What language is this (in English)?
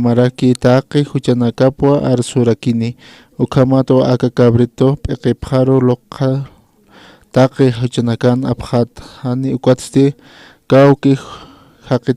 Aymara